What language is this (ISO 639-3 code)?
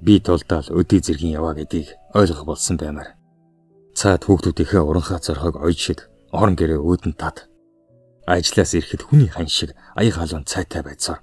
mon